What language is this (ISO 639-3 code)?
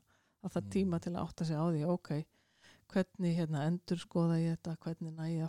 isl